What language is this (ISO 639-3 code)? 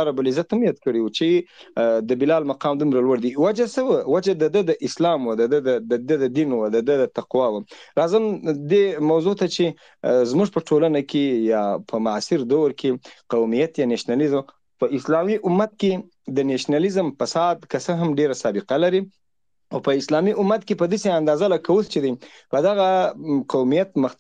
pus